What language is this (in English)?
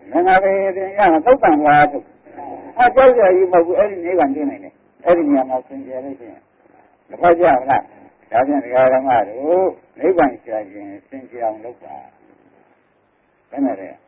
Burmese